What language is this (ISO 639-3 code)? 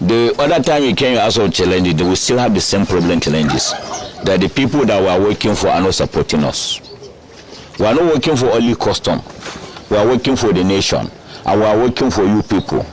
pcm